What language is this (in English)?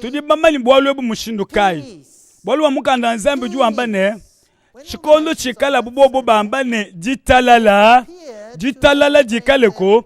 Luba-Lulua